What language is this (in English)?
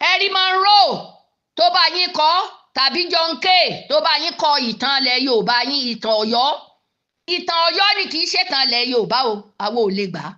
Yoruba